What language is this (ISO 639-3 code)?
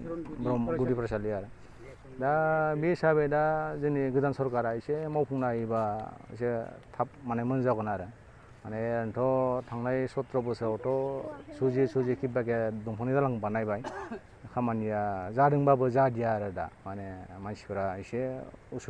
brx